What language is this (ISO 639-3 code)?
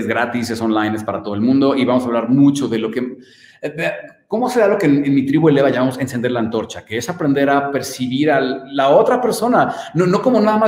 spa